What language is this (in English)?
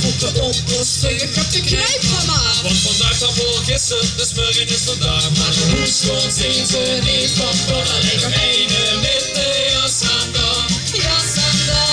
Limburgish